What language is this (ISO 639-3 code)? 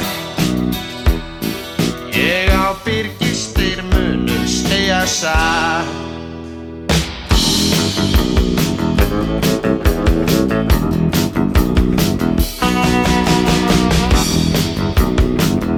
isl